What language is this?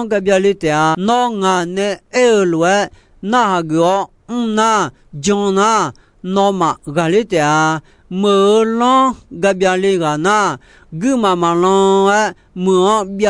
Akha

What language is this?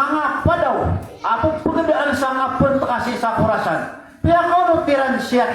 Maranao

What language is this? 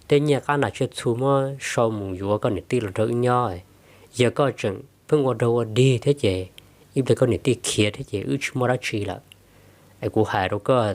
Hmong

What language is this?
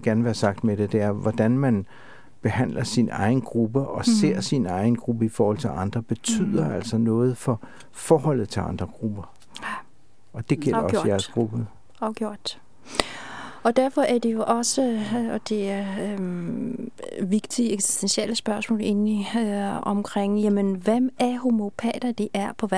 Danish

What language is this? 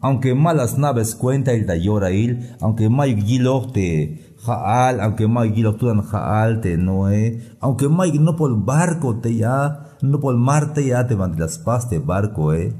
Tzeltal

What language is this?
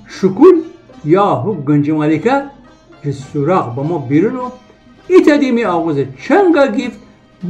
Gilaki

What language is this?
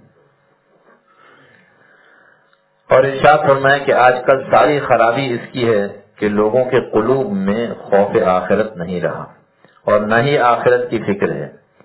Urdu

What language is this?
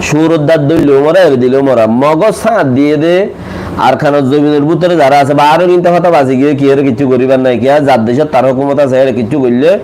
Rohingya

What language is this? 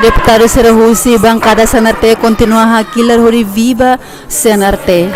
Tetum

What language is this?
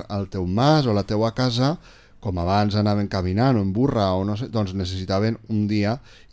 Catalan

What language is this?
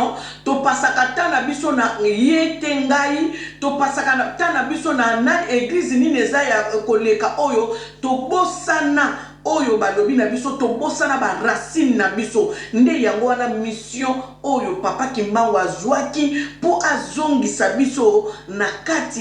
Lingala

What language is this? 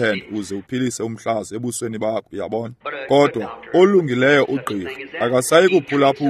Xhosa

